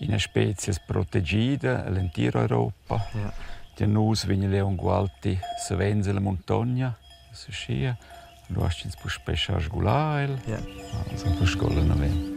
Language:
Romansh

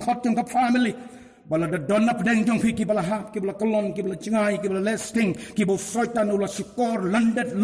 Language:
Khasi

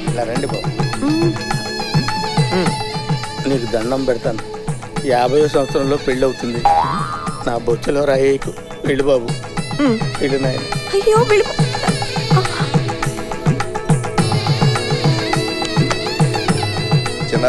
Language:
Telugu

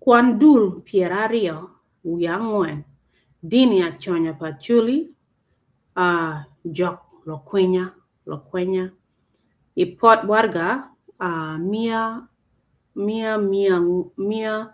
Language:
Acoli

